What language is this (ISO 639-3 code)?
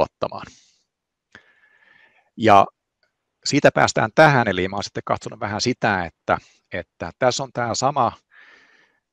fin